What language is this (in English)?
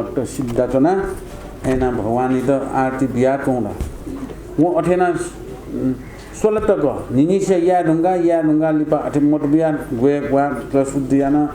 Newari